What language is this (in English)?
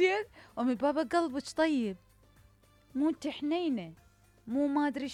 Mesopotamian Arabic